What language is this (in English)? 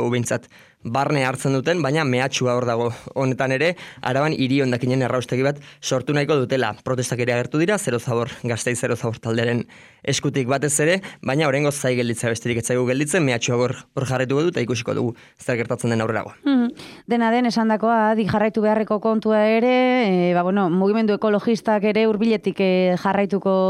Basque